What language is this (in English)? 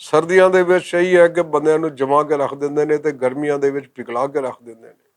Western Panjabi